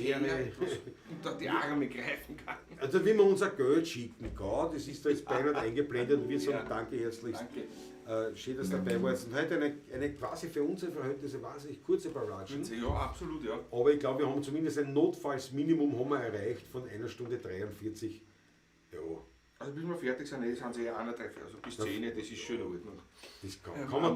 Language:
Bavarian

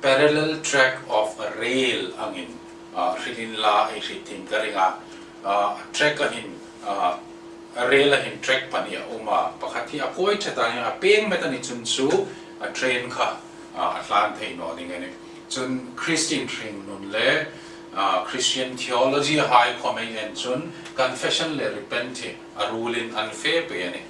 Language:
Hmar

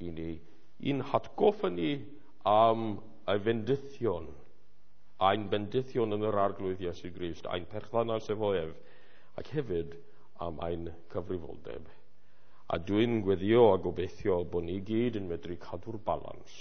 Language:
Welsh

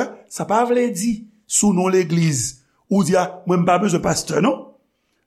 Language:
Haitian Creole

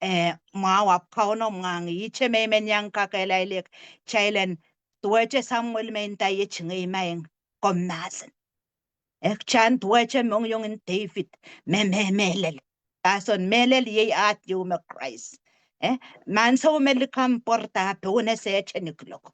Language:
Pohnpeian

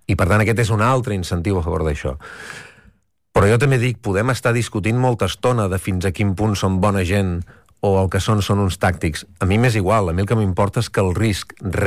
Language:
Catalan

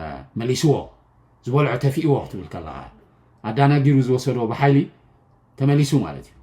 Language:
Tigrinya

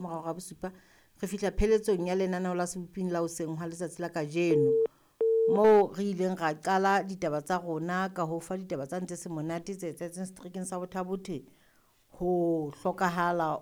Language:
Southern Sotho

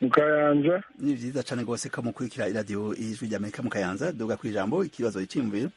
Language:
Rundi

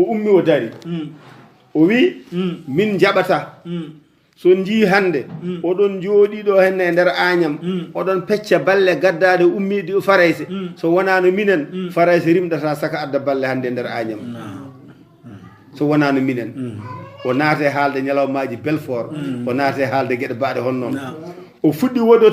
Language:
Fula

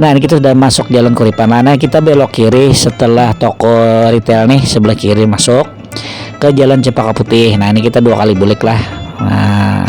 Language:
Banjar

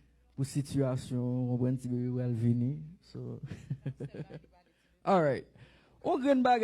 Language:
Haitian Creole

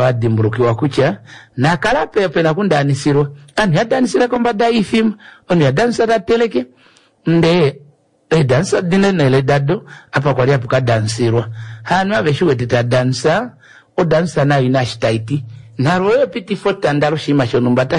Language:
Kuanyama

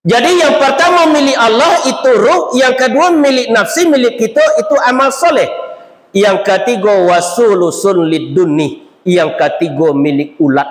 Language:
Minangkabau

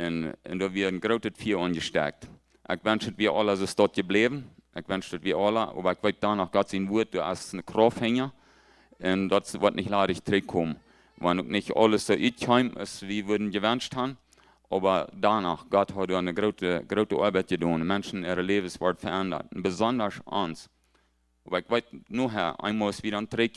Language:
Plautdietsch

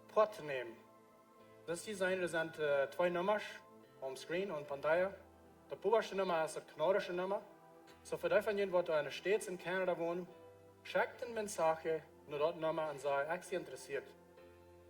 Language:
Plautdietsch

